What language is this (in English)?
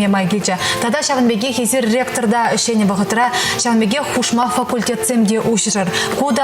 Chuvash